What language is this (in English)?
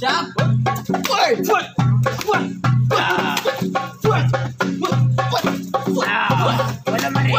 Betawi